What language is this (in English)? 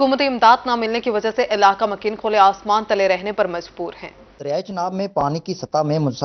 Urdu